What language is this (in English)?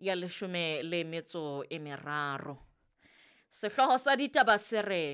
Southern Sotho